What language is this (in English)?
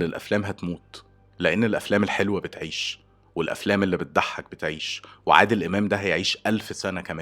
Egyptian Arabic